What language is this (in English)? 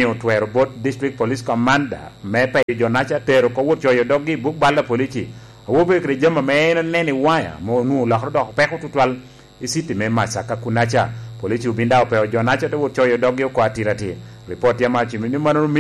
Lango (Uganda)